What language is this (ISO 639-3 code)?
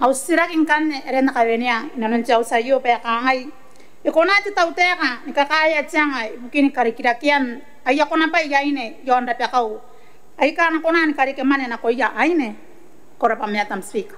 gil